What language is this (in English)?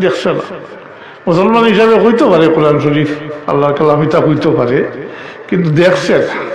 Sylheti